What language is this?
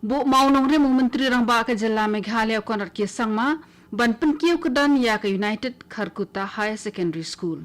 Khasi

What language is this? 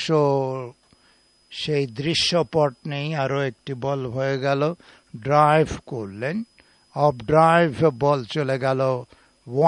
Bangla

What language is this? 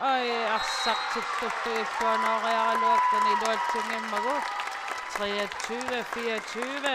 Kalaallisut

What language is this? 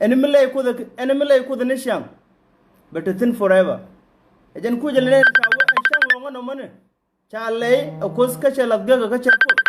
Nuer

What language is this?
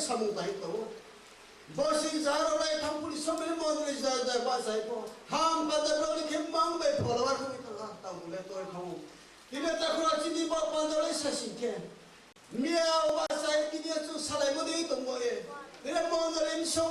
Riang (India)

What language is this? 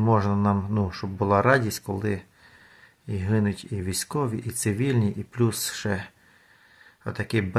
Ukrainian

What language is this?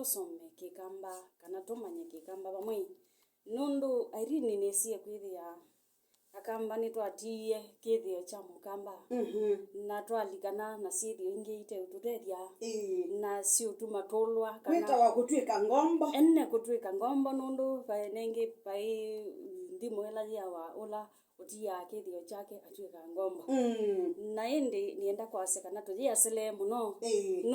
Kamba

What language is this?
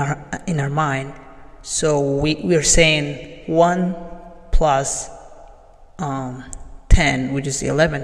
English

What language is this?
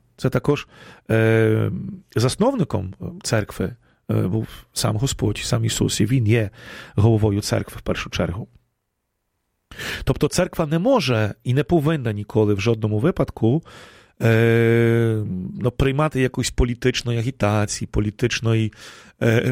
Ukrainian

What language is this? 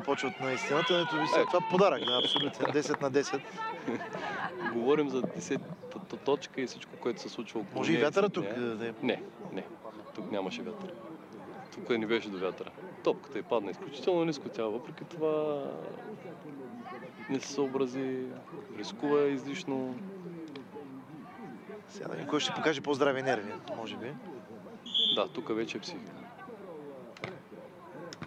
Bulgarian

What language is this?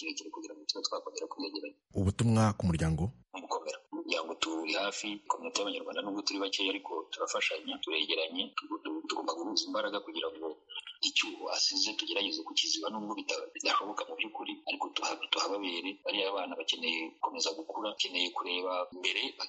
Kinyarwanda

